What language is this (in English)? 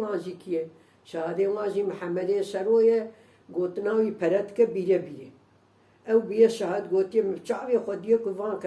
Kurdish